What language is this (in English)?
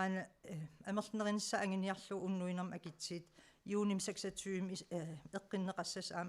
Kalaallisut